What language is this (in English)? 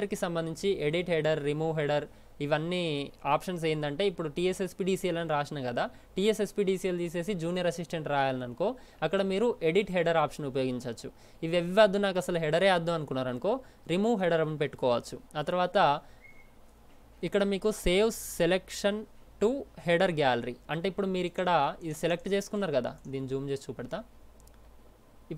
Telugu